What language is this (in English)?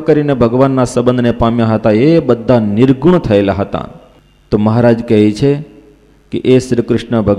Gujarati